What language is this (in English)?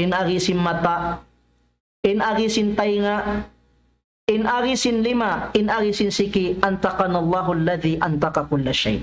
Tausug